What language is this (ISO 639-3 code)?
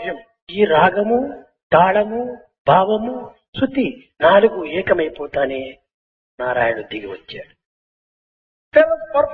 tel